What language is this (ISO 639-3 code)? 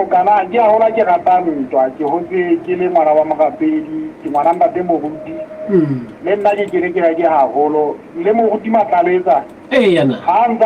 sot